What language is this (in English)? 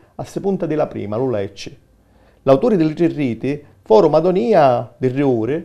Sicilian